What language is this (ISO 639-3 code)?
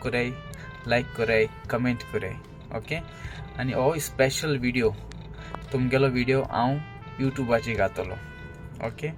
kok